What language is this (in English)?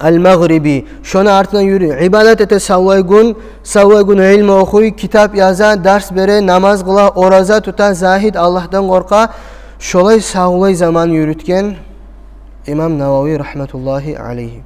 Kumyk